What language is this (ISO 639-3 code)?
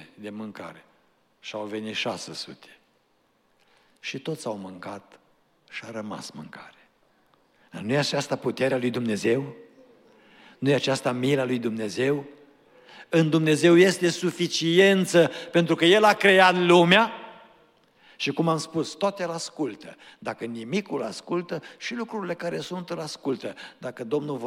ron